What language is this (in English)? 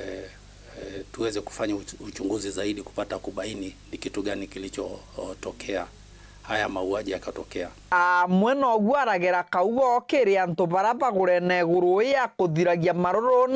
Meru